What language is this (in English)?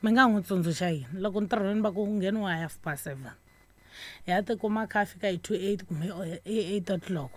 Tsonga